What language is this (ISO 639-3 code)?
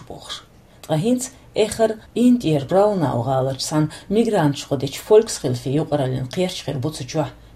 che